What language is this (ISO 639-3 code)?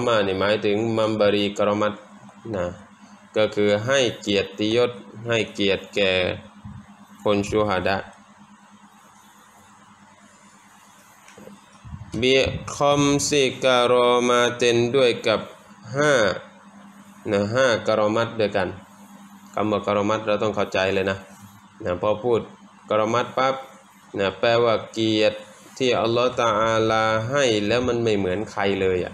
tha